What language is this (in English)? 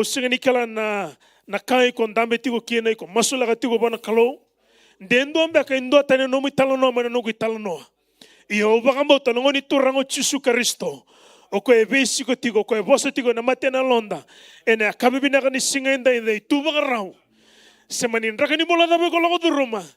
Fijian